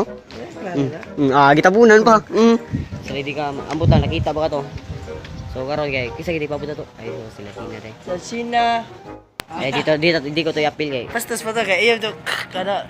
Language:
Cebuano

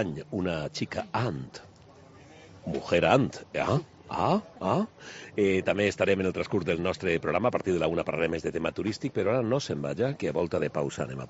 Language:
Catalan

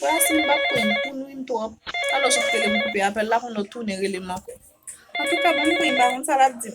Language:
Haitian Creole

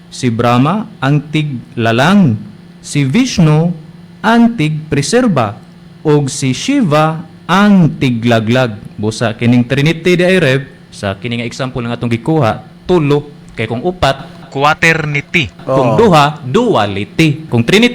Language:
Cebuano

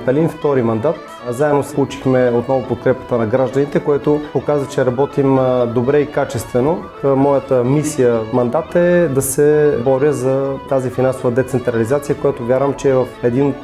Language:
Bulgarian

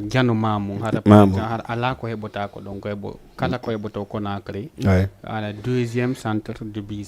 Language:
Fula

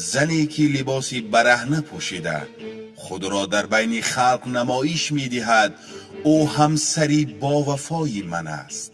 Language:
Tajik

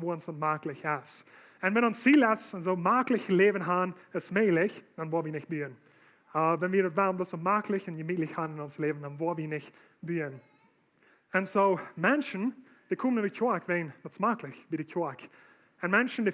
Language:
Plautdietsch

